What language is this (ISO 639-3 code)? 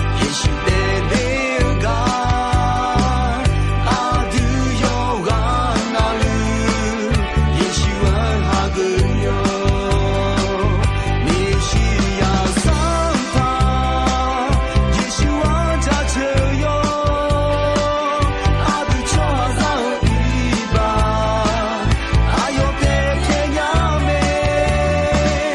ahk